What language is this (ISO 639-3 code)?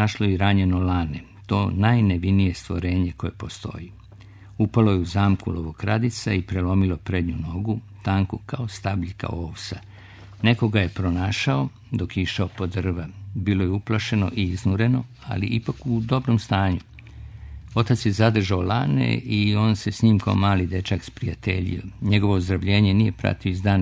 srp